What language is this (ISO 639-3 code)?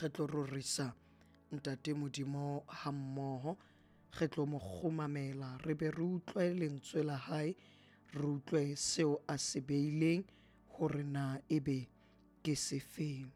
sot